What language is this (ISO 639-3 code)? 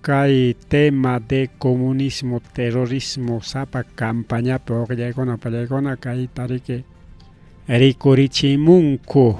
quy